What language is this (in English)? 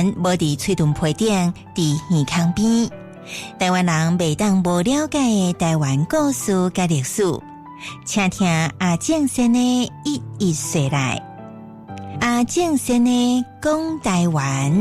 Min Nan Chinese